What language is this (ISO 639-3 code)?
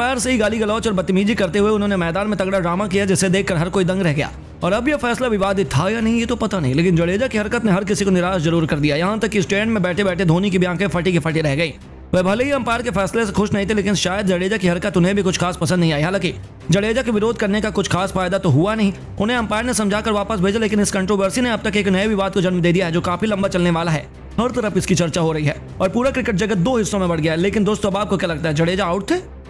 hin